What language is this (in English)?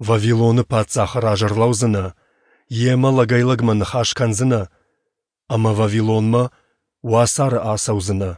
Ossetic